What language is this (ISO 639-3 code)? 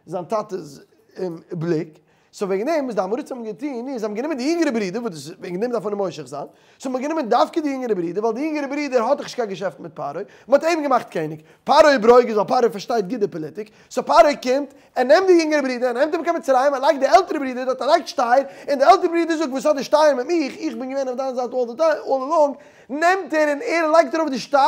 yid